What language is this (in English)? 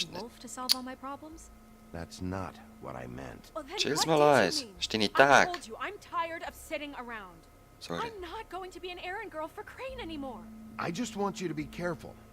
Swiss German